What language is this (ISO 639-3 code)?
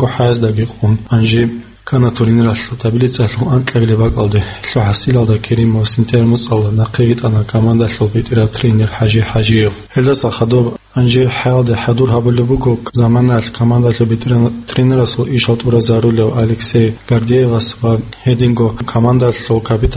ava